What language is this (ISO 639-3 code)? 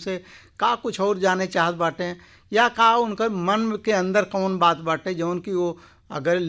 bho